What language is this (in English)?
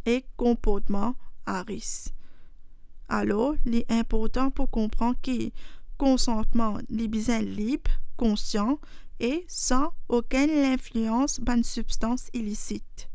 Morisyen